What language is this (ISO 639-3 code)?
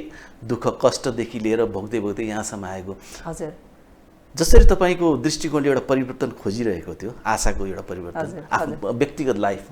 nep